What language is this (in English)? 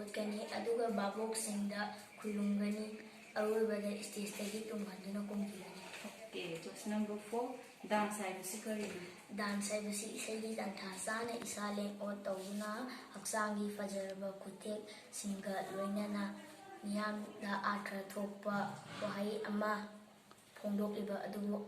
Manipuri